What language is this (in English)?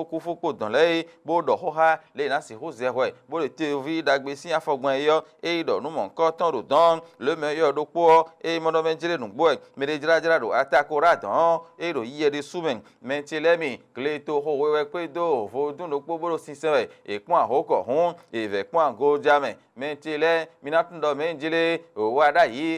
Fon